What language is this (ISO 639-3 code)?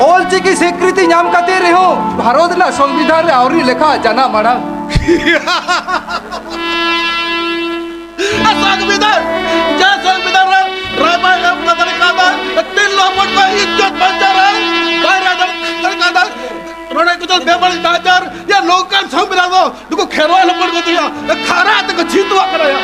sat